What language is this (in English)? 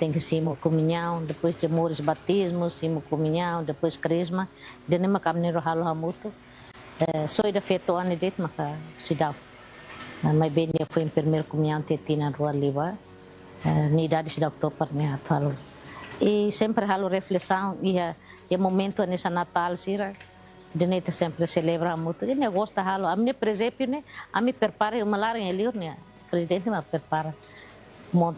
Tetum